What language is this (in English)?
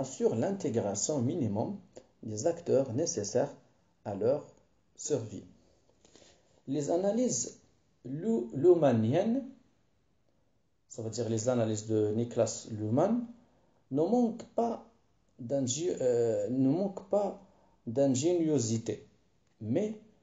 French